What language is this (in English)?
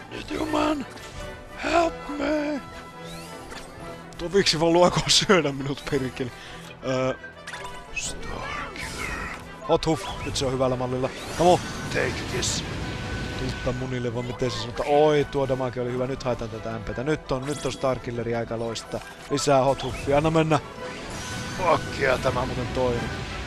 Finnish